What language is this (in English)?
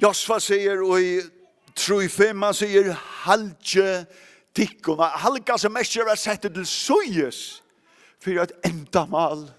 Faroese